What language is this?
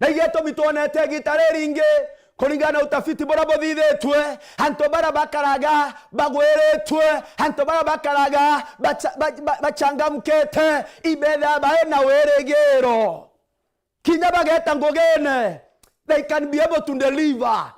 Meru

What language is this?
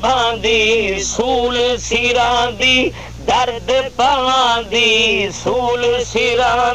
Saraiki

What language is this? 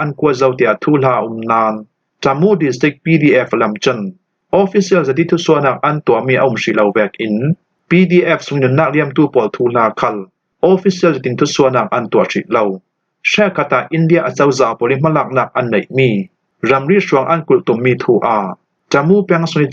Falam Chin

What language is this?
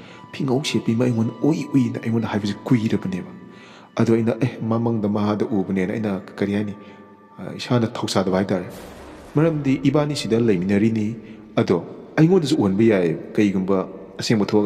Manipuri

